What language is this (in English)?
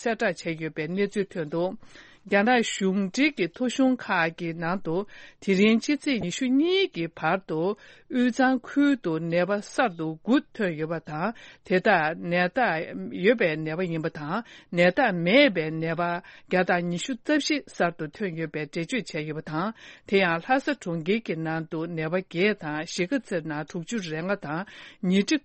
Tibetan